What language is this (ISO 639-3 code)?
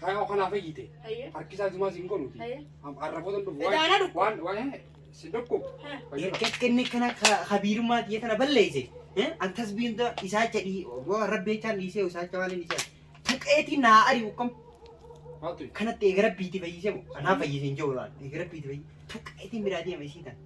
orm